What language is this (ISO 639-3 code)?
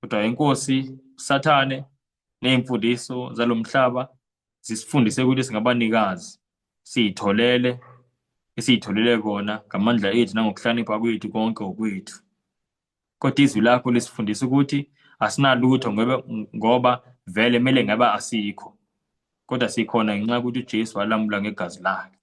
zul